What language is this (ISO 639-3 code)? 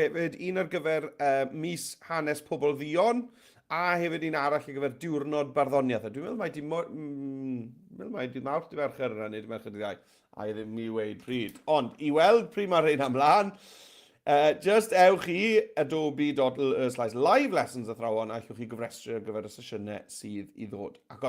cym